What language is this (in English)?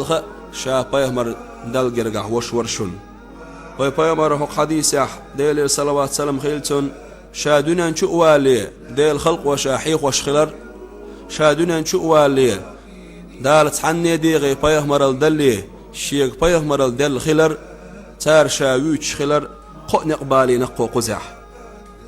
Chechen